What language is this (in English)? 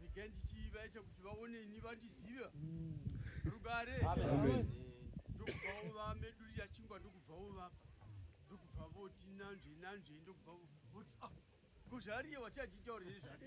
Shona